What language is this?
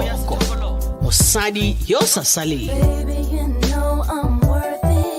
Tswana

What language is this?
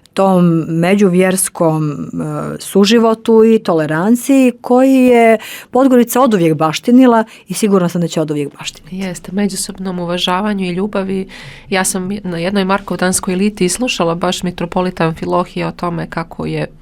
Bosnian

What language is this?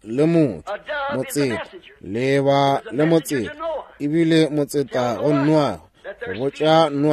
Northern Sotho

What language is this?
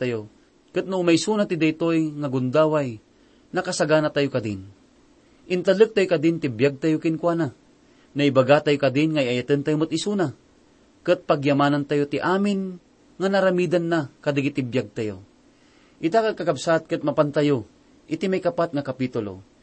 Iloko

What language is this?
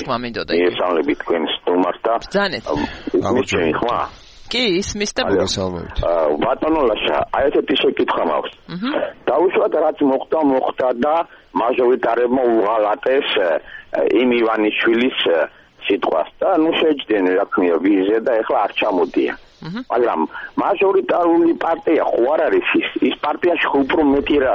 Georgian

